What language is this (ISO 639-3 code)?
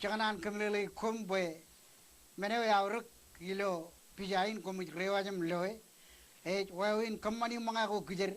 mah